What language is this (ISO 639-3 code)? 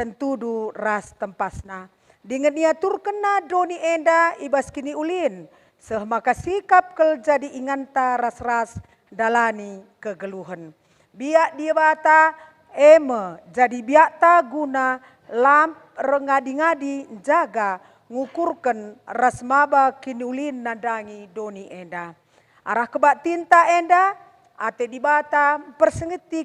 btx